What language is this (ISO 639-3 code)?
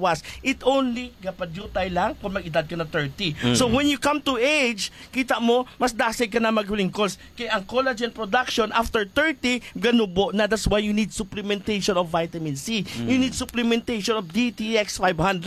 hil